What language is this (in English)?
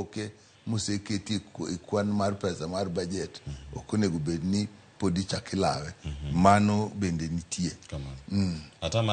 Luo (Kenya and Tanzania)